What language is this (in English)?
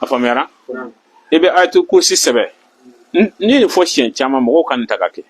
Bambara